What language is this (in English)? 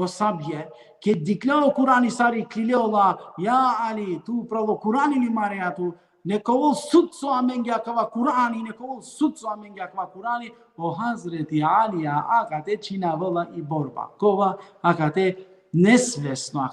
Balkan Romani